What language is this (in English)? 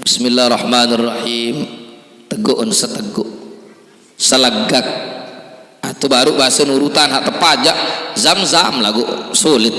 Sasak